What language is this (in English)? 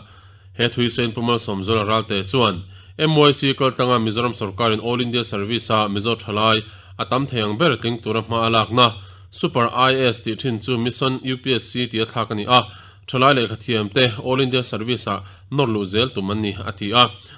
Mizo